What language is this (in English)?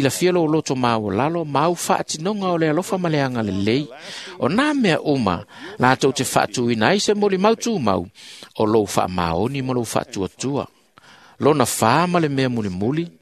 Samoan